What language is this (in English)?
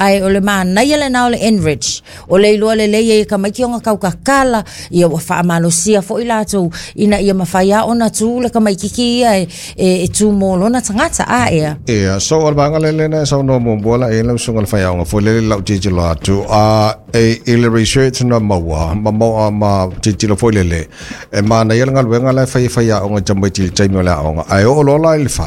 Samoan